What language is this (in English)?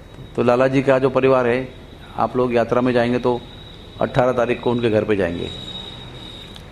Hindi